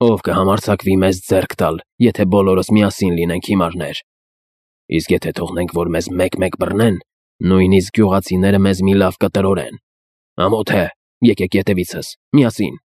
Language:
Armenian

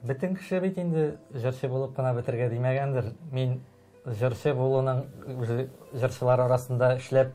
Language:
Tatar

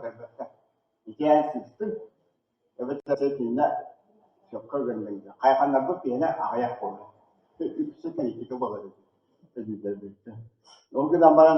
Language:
Yakut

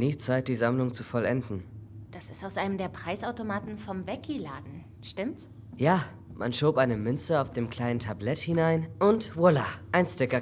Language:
Swiss German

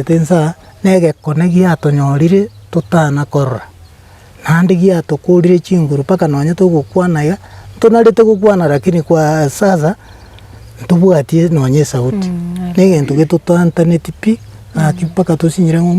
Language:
Gusii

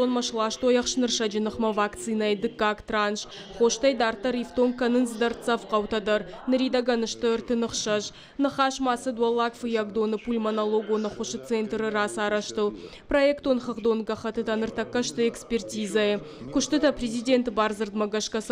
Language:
Ossetic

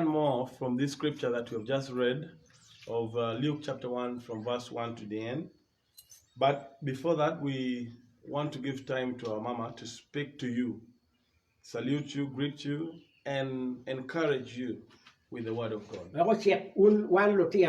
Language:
Acoli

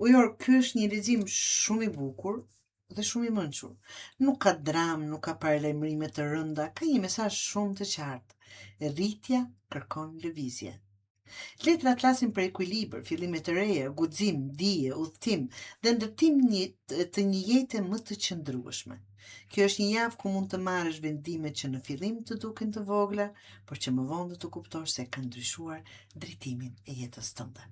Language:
Albanian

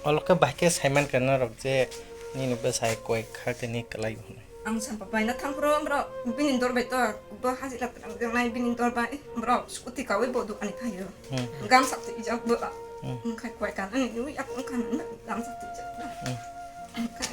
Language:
Kok Borok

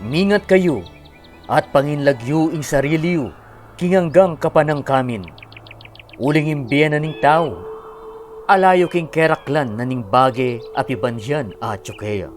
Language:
Pampanga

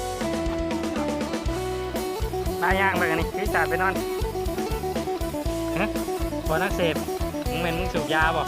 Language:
Lao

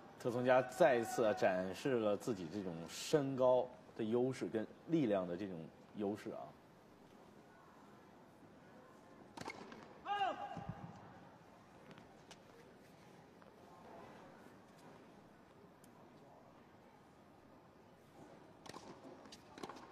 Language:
Chinese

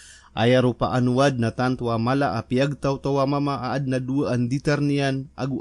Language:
Maranao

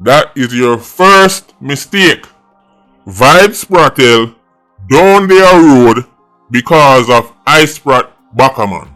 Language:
Jamaican Creole English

